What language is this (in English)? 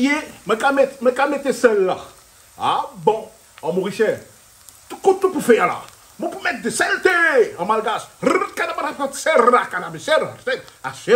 Réunion Creole French